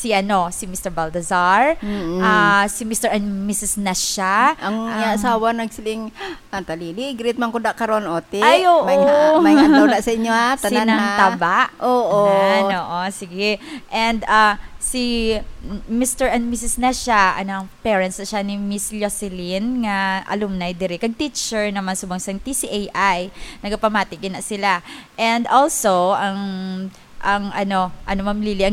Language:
Hiligaynon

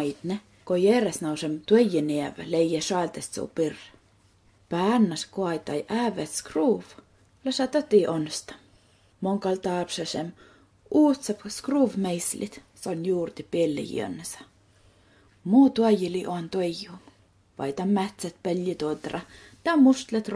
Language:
Skolt Sami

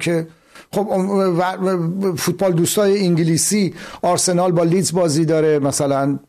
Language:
Persian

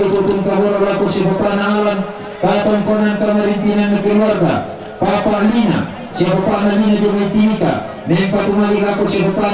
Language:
Toraja-Sa'dan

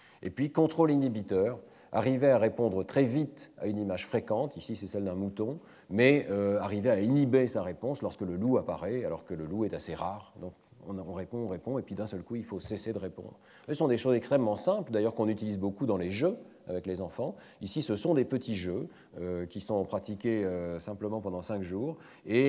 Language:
French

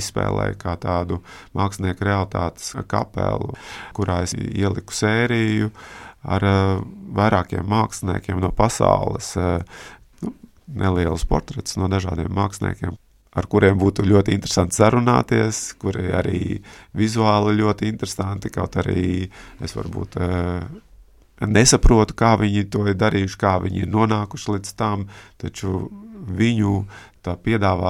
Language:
Latvian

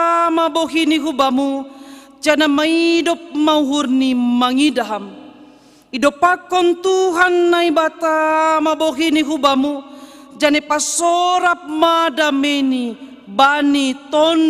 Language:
Batak Simalungun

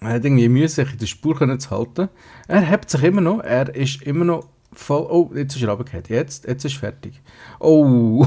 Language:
Swiss German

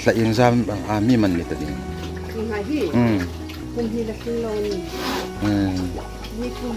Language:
Hmar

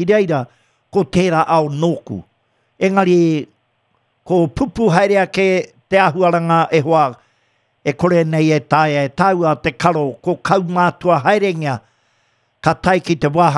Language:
Māori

